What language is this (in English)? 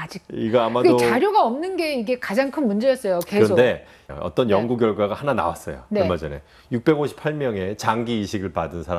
Korean